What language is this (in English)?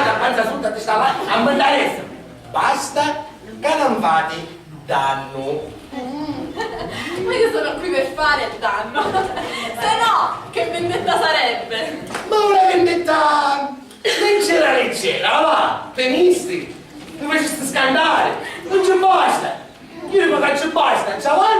Sicilian